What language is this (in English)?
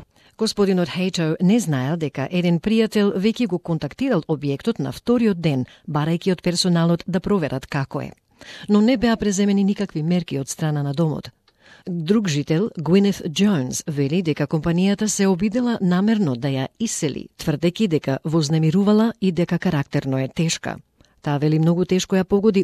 Macedonian